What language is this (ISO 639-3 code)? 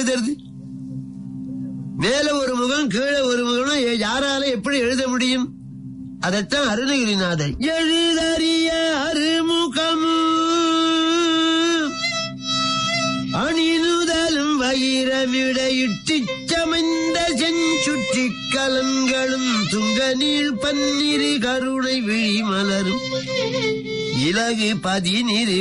tam